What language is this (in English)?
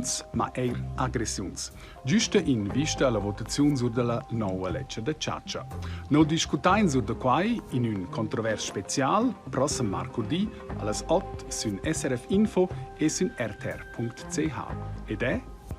Romansh